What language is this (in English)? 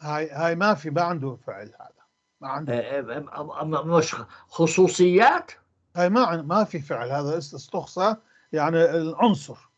North Levantine Arabic